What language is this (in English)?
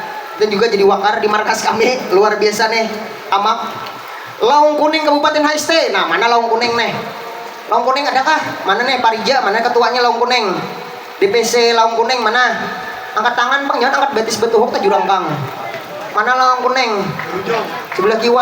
Banjar